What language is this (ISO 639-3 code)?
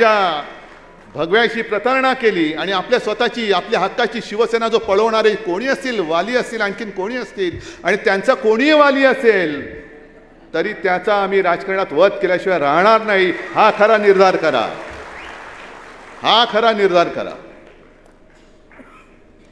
mar